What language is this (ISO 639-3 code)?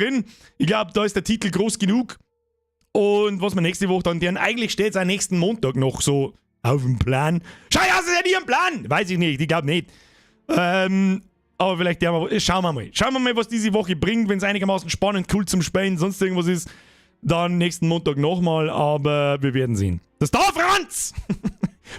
bar